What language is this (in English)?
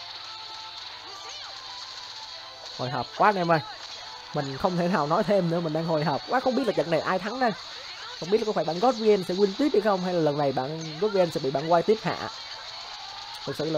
Vietnamese